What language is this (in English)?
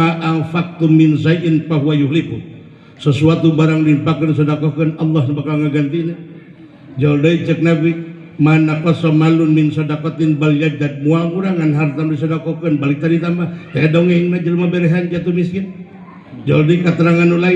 Sundanese